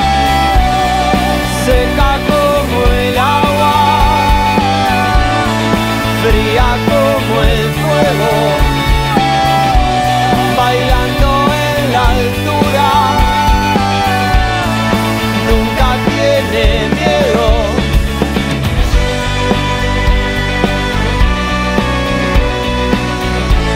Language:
Spanish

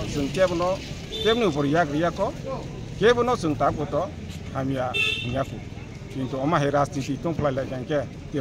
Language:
Kok Borok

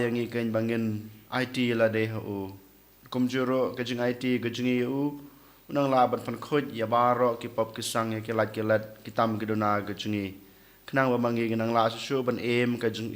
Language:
Khasi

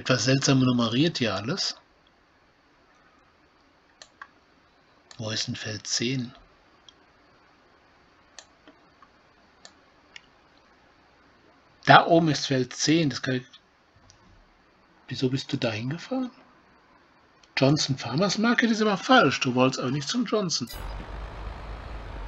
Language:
German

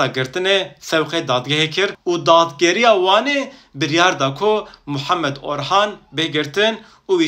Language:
Kurdish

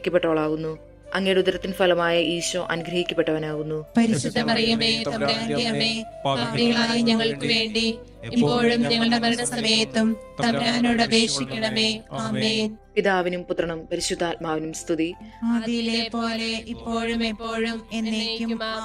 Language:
Malayalam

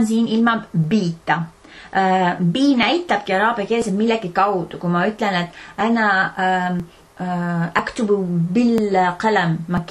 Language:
Estonian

